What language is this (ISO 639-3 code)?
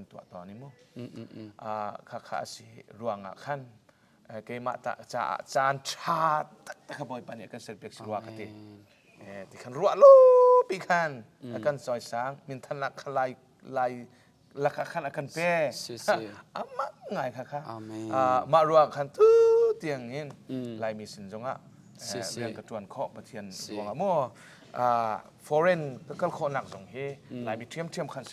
cnh